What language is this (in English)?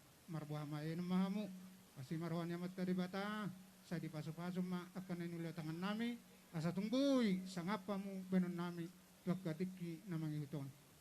Batak Toba